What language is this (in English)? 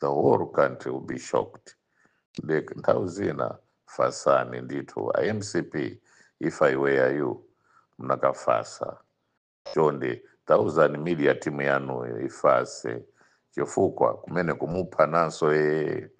Nyanja